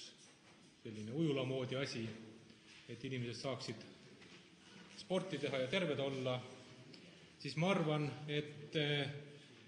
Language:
Estonian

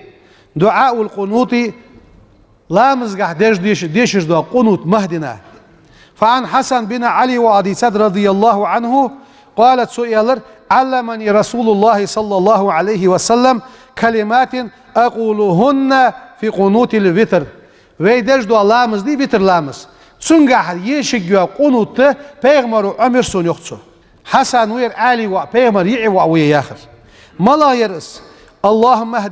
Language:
Ingush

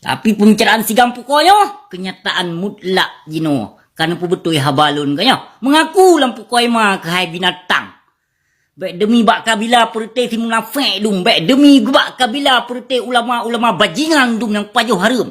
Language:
Achinese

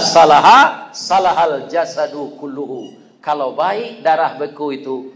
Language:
Minangkabau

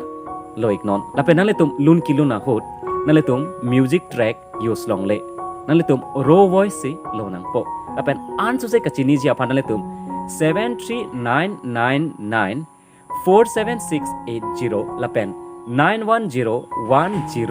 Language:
Karbi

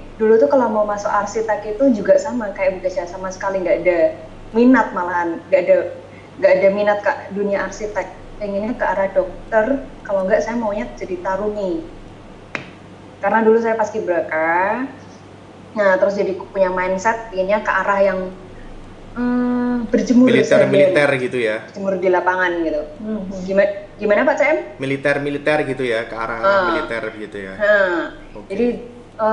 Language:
Indonesian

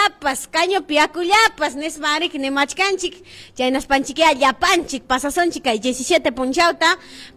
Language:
Ayacucho Quechua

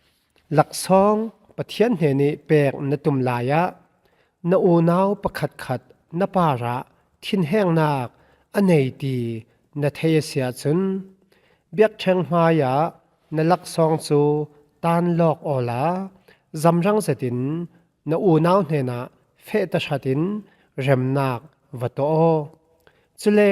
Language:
Falam Chin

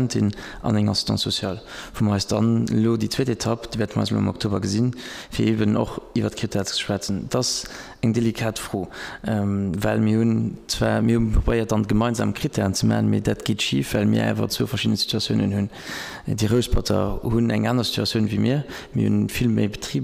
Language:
Luxembourgish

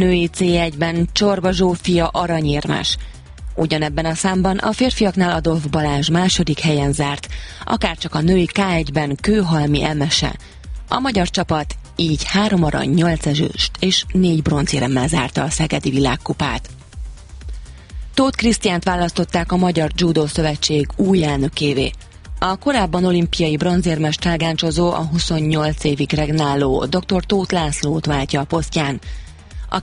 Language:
Hungarian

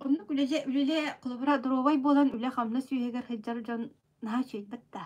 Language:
Yakut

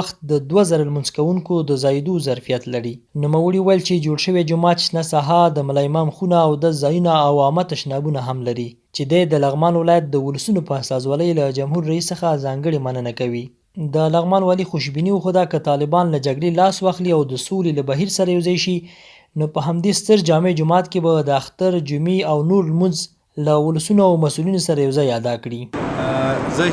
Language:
Pashto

